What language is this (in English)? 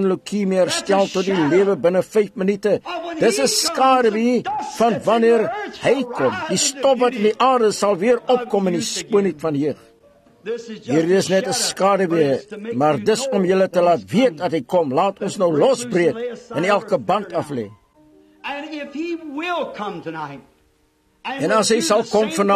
Afrikaans